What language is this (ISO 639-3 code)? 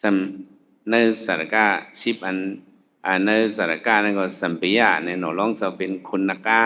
shn